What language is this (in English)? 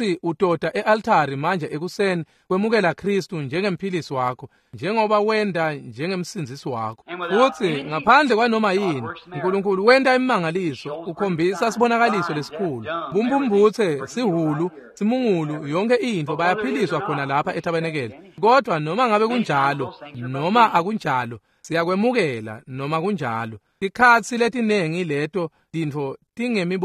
Swati